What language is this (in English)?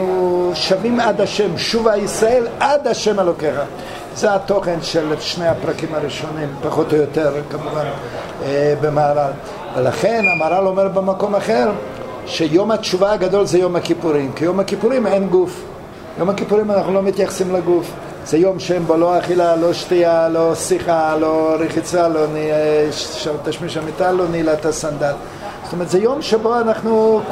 Hebrew